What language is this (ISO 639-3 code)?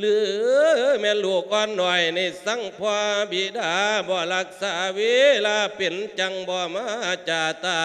lao